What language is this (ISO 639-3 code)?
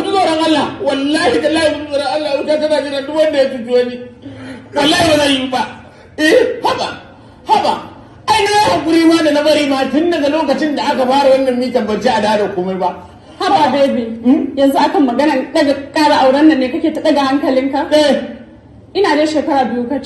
hau